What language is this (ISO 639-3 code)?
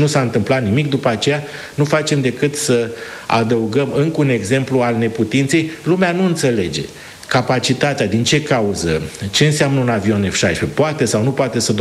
ron